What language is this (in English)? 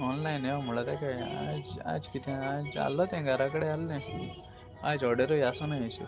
Konkani